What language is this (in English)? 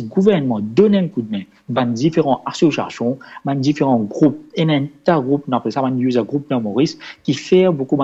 Morisyen